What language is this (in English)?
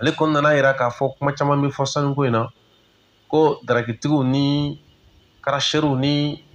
Bambara